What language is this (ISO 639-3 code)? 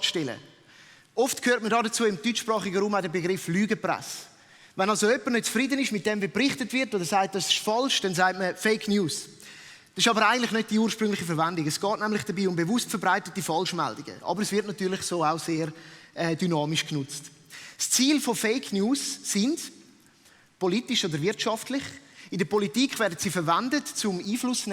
gsw